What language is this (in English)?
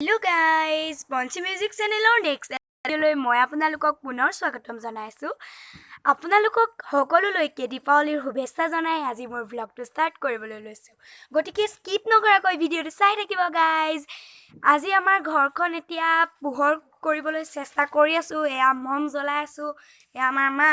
Assamese